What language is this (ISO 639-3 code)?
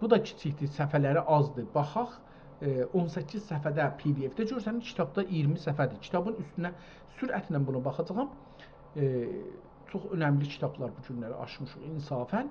azb